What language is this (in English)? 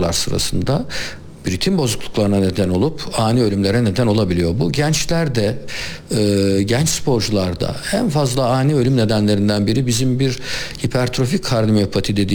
Turkish